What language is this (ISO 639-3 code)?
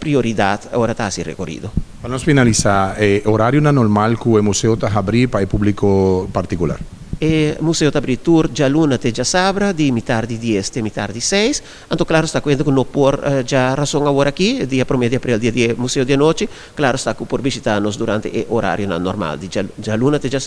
pap